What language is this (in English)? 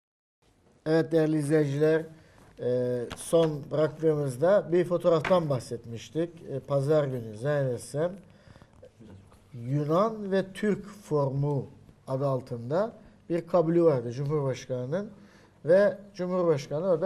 Turkish